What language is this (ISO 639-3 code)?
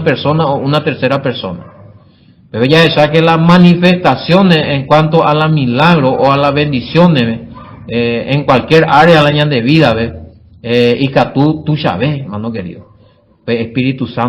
grn